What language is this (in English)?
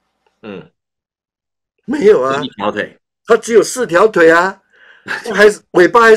Chinese